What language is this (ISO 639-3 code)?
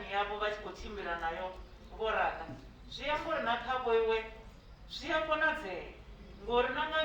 ven